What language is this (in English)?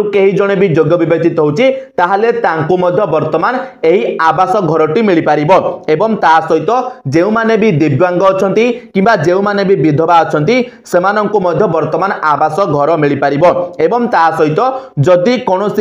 Odia